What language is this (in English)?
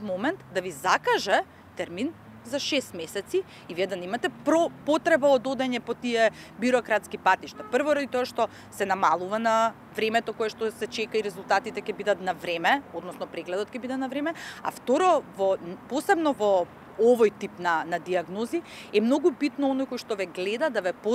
Macedonian